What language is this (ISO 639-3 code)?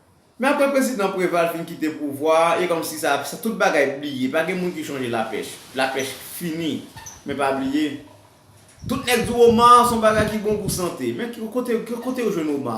hat